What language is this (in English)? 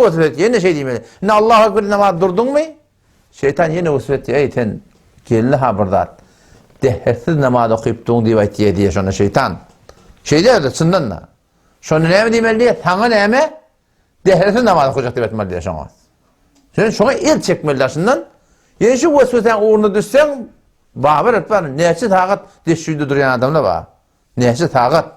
Turkmen